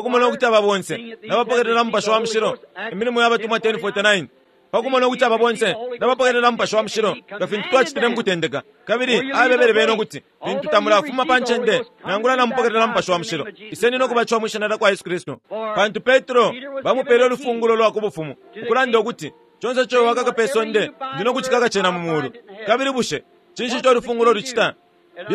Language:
Bemba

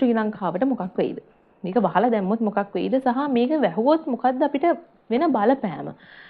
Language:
Sinhala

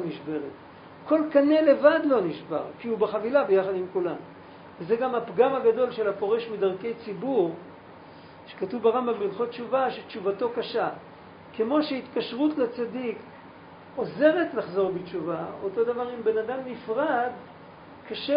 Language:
Hebrew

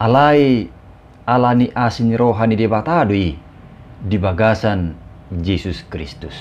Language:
Batak Toba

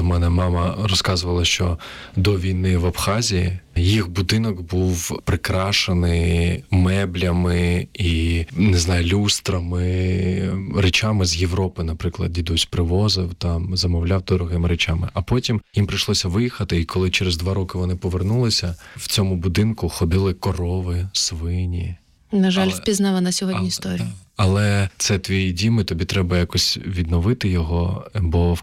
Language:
Ukrainian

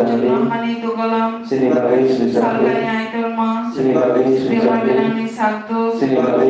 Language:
Kok Borok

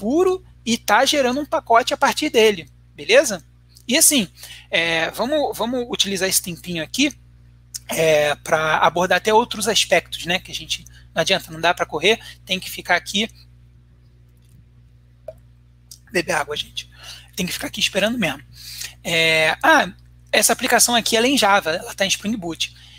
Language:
Portuguese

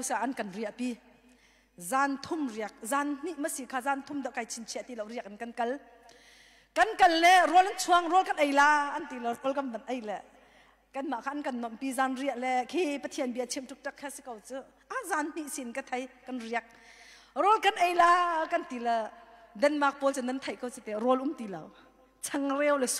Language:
Hakha Chin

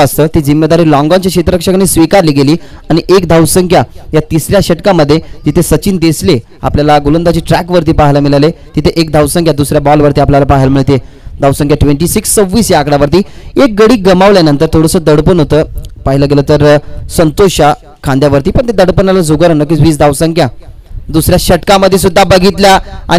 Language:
Marathi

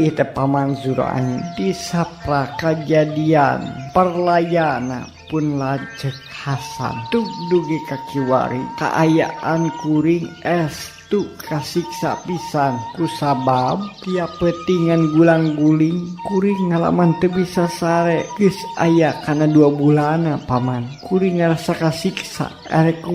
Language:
Sundanese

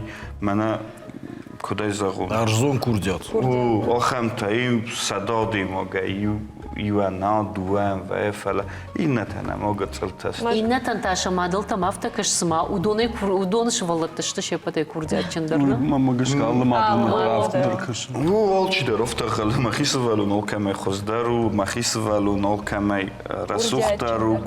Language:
Ossetic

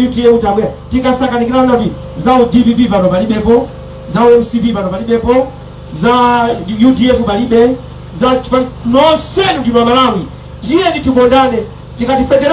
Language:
Nyanja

